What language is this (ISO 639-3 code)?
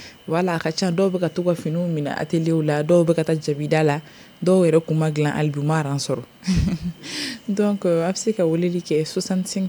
bam